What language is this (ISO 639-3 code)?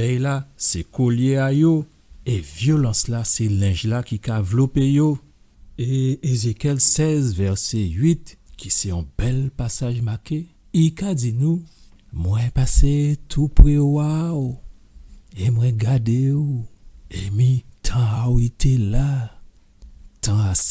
gcf